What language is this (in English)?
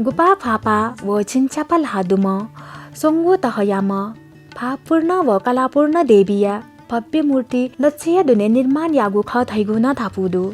Newari